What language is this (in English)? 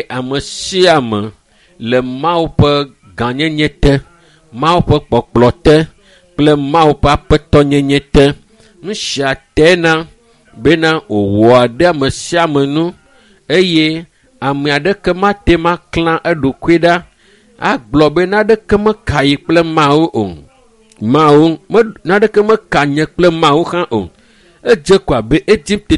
Ewe